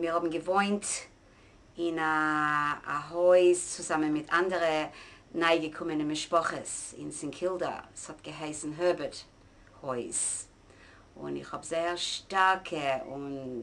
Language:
Yiddish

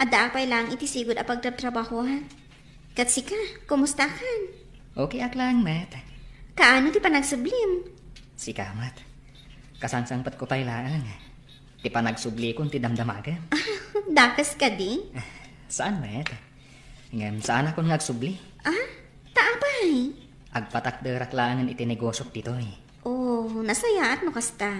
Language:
Iloko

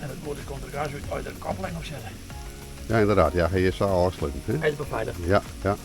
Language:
Western Frisian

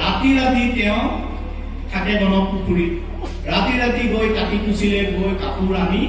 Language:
Assamese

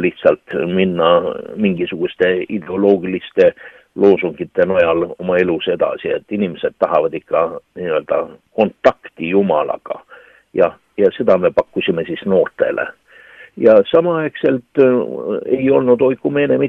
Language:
Estonian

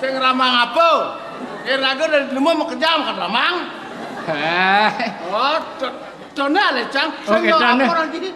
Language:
Balinese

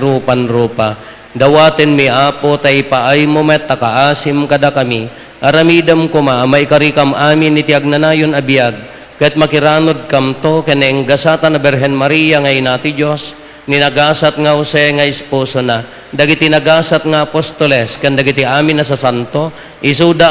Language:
Iloko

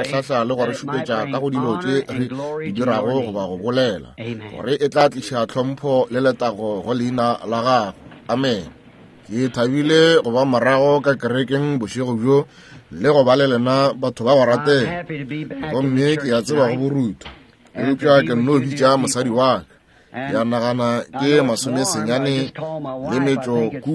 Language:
Northern Sotho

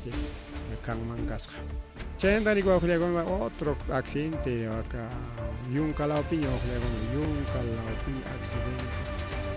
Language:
Ayacucho Quechua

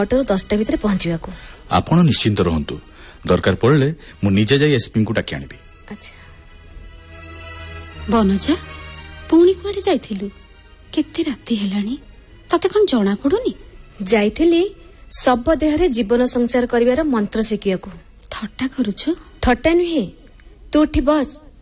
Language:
Odia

